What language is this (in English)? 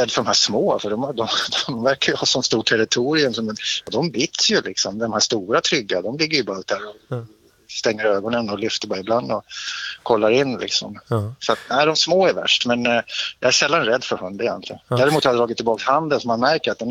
Swedish